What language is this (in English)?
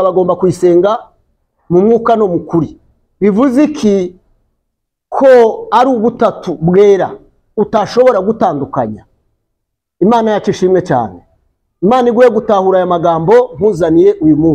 Kinyarwanda